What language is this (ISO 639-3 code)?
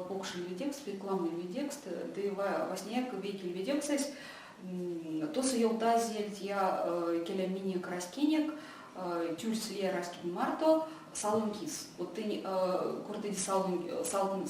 myv